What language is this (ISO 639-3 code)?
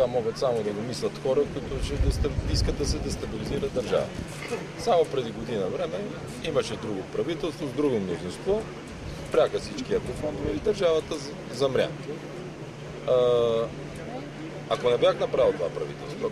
bul